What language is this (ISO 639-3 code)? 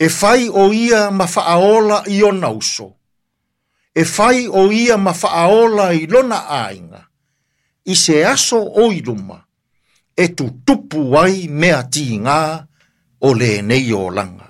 smo